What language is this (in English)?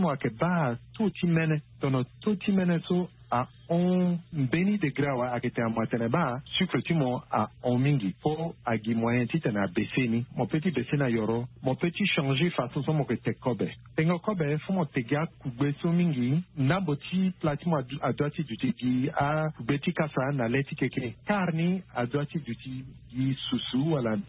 Sango